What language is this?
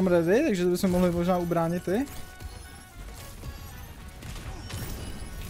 Czech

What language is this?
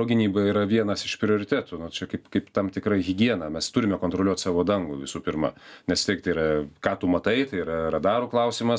Lithuanian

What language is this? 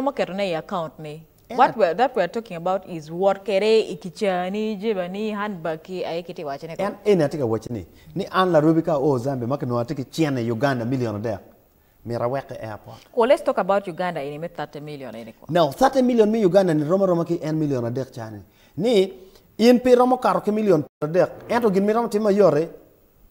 Acoli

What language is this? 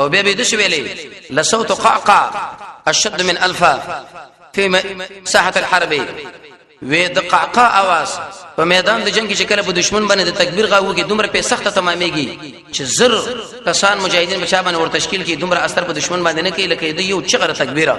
Pashto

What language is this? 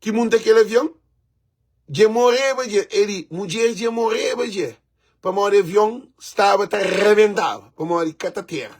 Kabuverdianu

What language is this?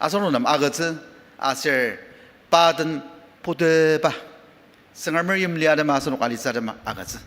Ao Naga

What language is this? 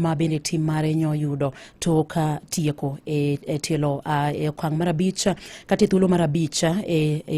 Luo (Kenya and Tanzania)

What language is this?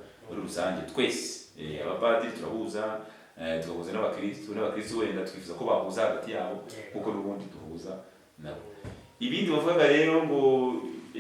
Kinyarwanda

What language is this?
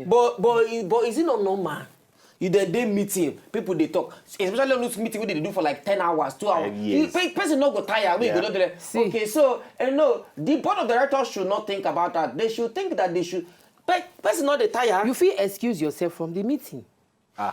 Nigerian Pidgin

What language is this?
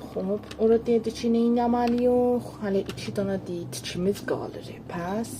South Azerbaijani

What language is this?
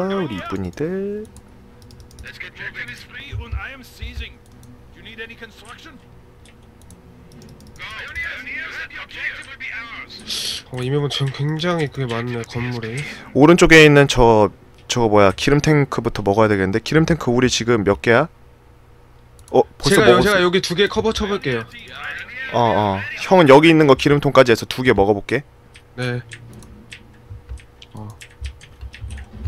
Korean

